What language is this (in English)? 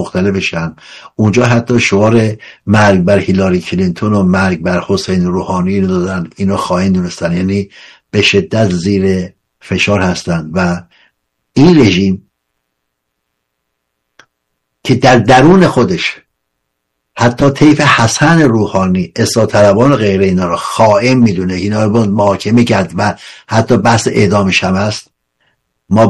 Persian